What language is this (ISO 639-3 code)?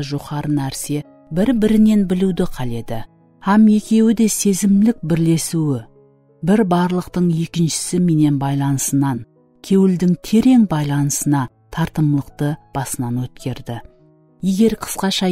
kaa